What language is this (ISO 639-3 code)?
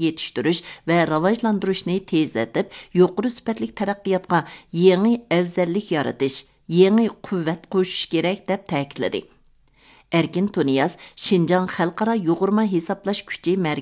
uig